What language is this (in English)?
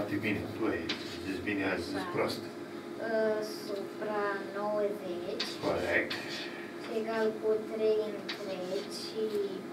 Romanian